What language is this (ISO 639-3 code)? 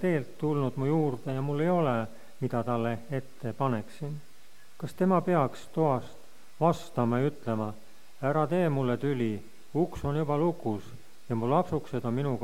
est